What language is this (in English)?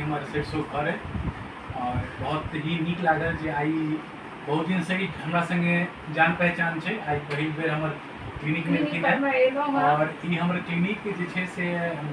Maithili